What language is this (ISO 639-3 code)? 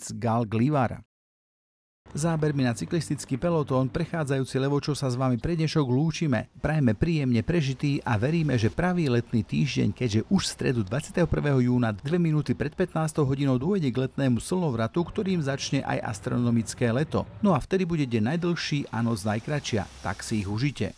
slk